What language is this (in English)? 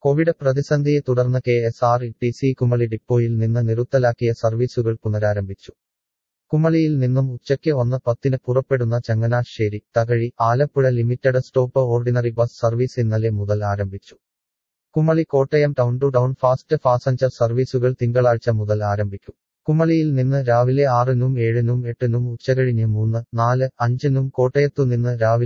Malayalam